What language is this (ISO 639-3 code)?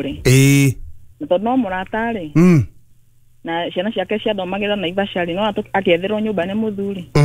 kik